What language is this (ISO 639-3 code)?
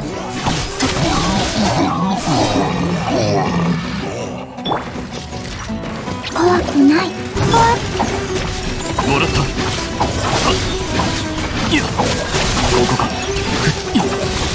jpn